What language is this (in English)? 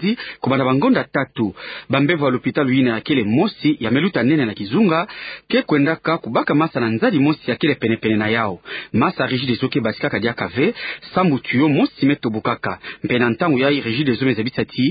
Kituba (Democratic Republic of Congo)